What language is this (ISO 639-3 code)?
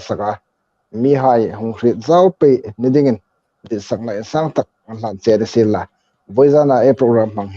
hmr